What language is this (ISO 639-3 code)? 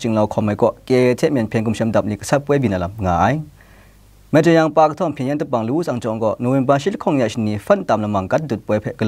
kac